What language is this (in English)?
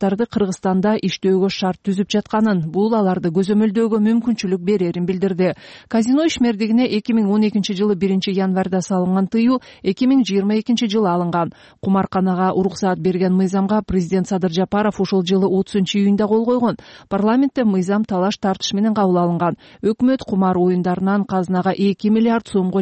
Kyrgyz